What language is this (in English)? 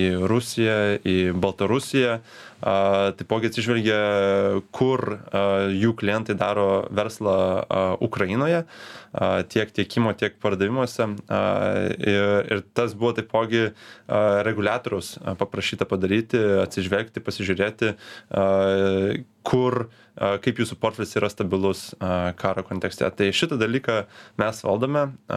Lithuanian